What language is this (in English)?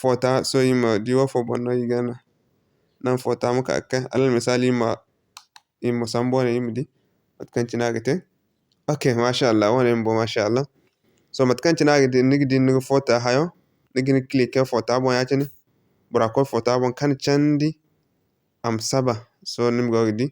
Zarma